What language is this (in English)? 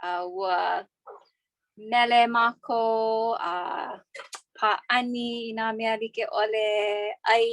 Hawaiian